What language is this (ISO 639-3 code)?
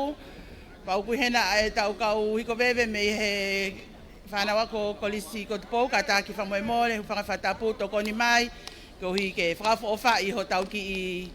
ton